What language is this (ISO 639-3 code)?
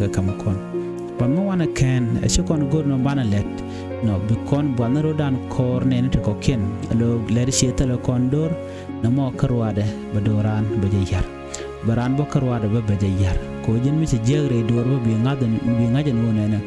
nus